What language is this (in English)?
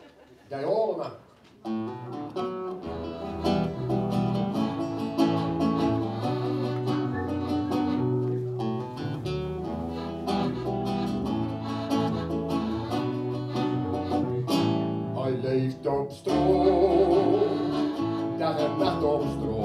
Dutch